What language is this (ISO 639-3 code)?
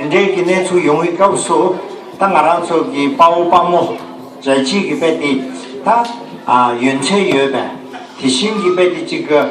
bod